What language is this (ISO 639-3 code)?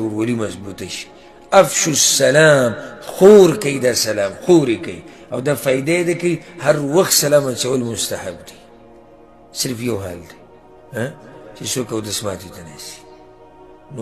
pus